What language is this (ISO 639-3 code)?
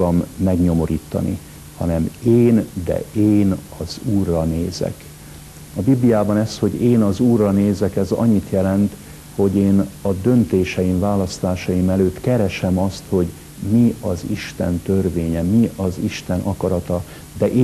hun